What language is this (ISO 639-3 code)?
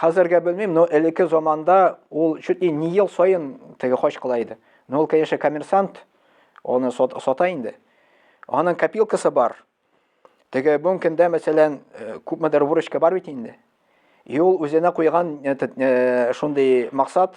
tat